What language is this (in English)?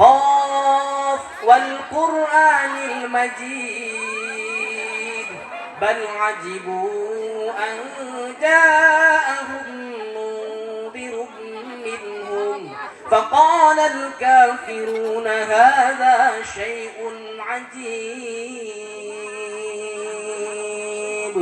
Sundanese